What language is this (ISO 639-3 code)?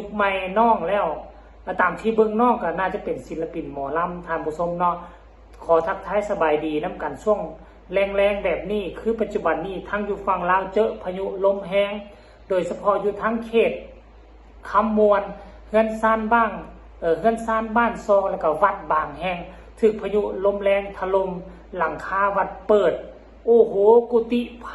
tts